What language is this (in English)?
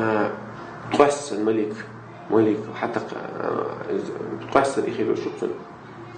Chechen